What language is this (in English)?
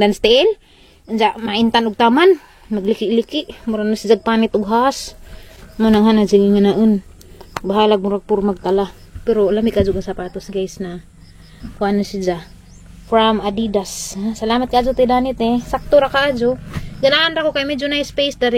Cebuano